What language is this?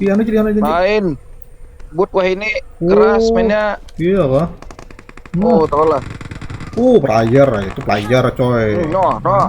Banjar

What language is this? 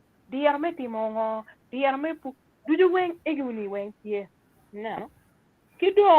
Acoli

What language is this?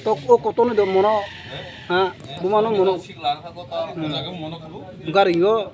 Kok Borok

